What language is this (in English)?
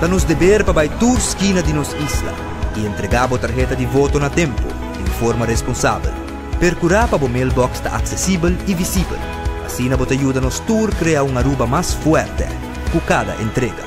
Papiamento